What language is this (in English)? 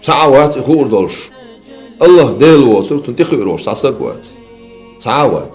Chechen